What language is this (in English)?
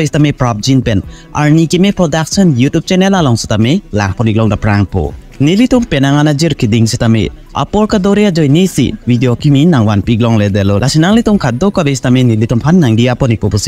Karbi